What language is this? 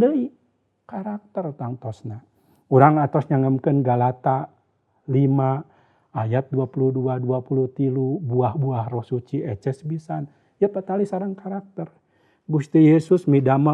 Sundanese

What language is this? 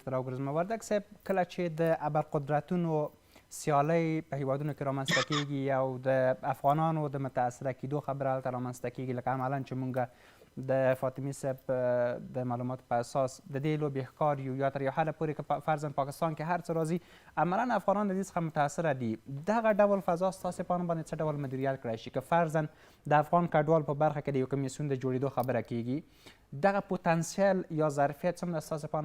Pashto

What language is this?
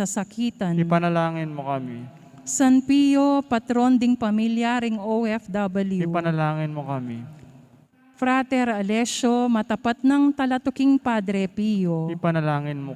Pampanga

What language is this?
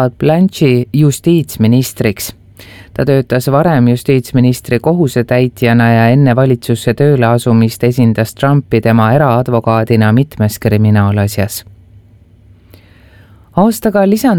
Estonian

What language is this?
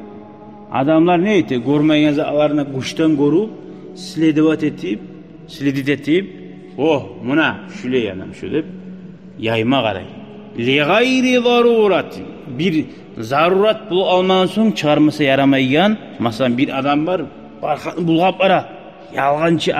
Kumyk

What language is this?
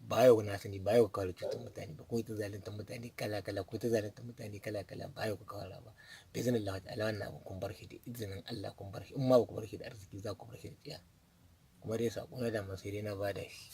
Hausa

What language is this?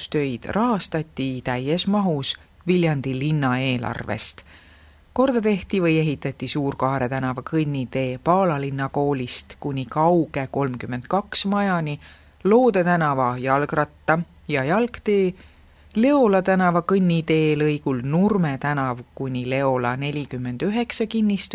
Estonian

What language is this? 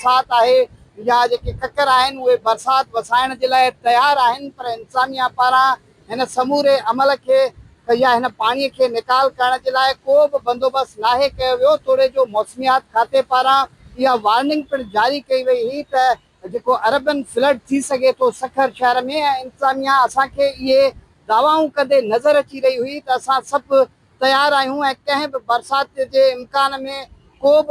Sindhi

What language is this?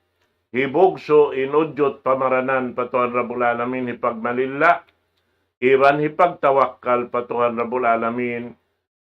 Tausug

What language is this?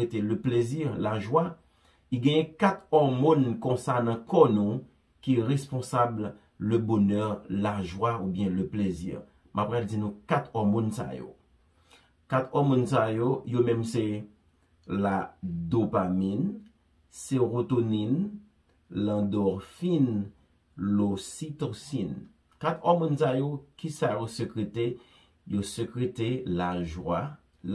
Haitian Creole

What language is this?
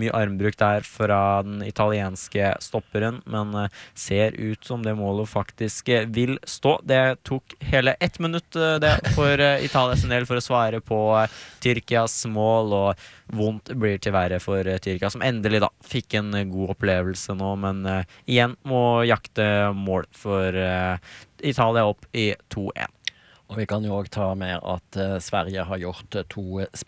Norwegian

